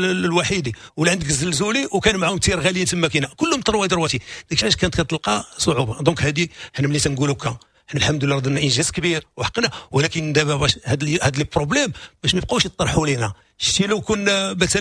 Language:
Moroccan Arabic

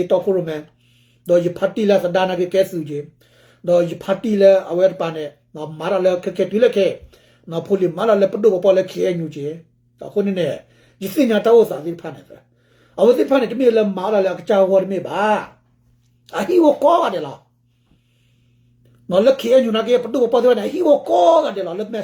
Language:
S'gaw Karen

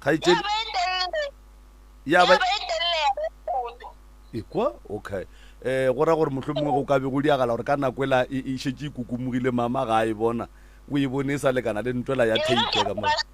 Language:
Northern Sotho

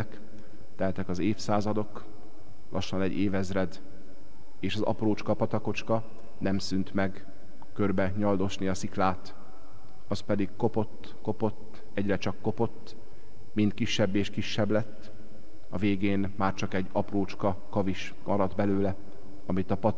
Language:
Hungarian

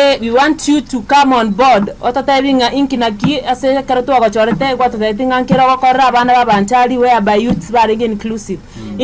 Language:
Gusii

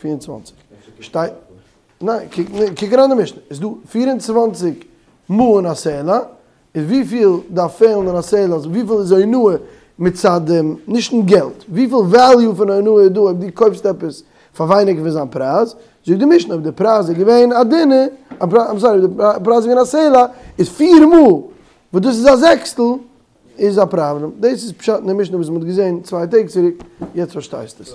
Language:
Yiddish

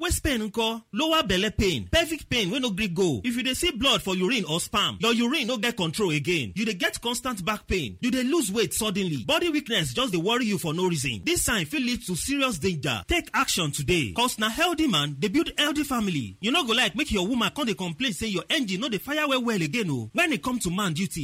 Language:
Nigerian Pidgin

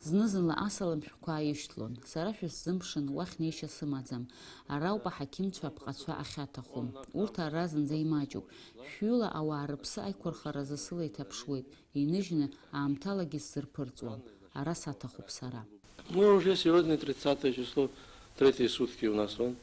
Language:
Abkhazian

